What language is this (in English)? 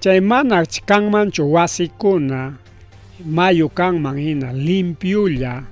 Ayacucho Quechua